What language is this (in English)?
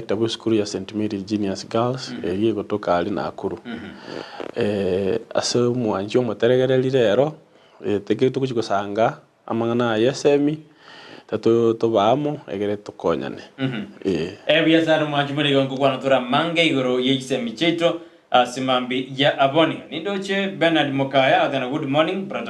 Gusii